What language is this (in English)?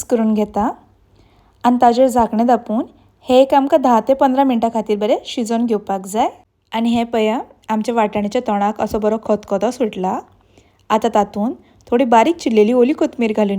Konkani